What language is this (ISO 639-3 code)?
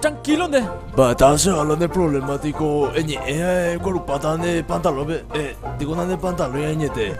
grn